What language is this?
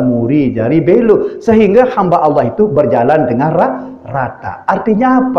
Sasak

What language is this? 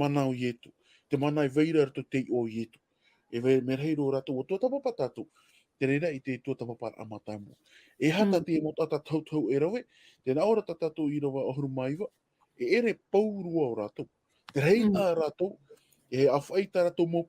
Tahitian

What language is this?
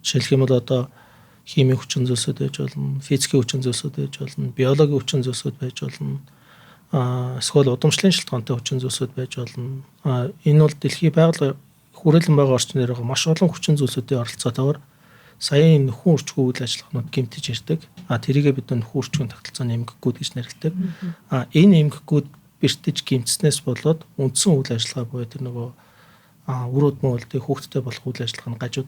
Mongolian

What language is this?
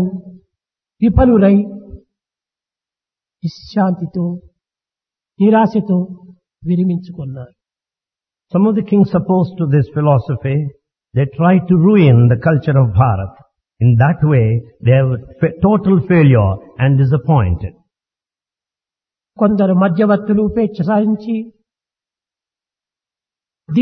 Telugu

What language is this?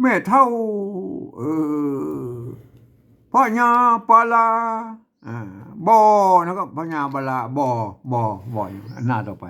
Northern Thai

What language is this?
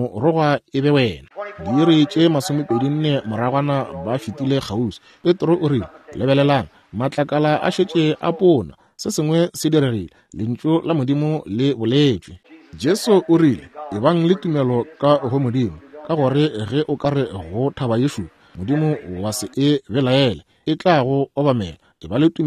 Northern Sotho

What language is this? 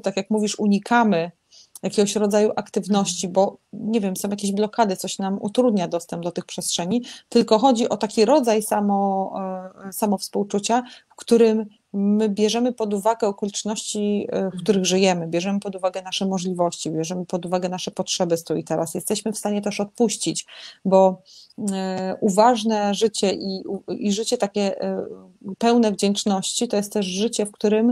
Polish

